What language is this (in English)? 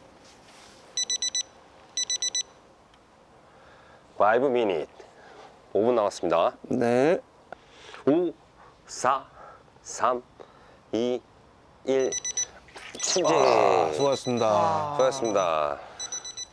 Korean